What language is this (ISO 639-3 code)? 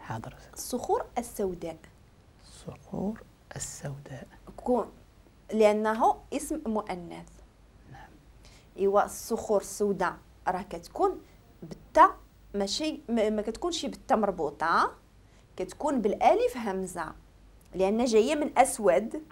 ary